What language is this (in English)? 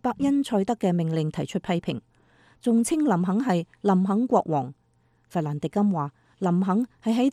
Cantonese